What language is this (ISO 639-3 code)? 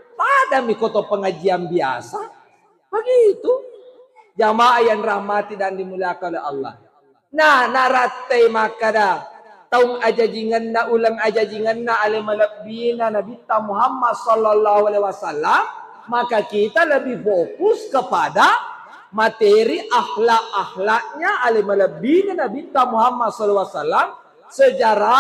bug